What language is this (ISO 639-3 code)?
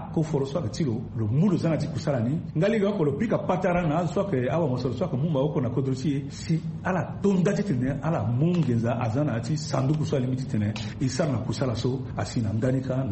sag